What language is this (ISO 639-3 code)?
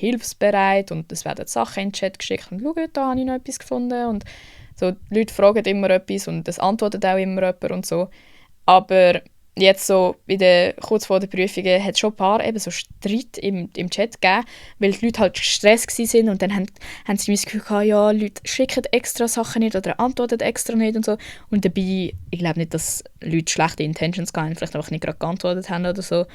gsw